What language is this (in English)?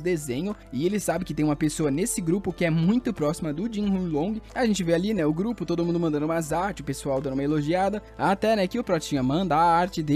Portuguese